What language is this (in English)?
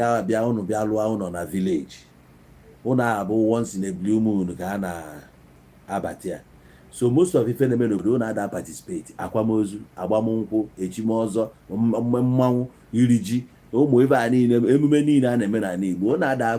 Igbo